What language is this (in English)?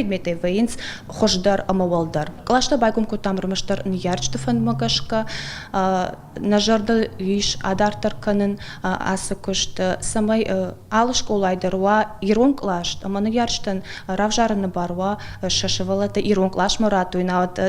Ossetic